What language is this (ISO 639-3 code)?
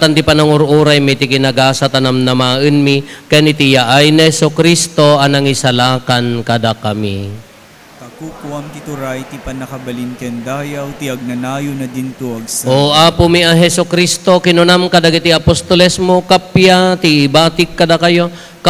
ilo